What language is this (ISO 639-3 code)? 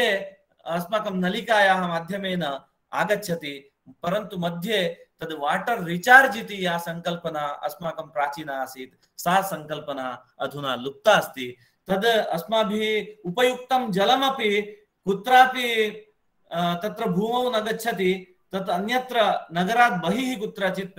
san